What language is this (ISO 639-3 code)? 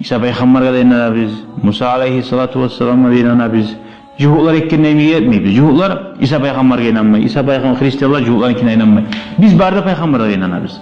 kum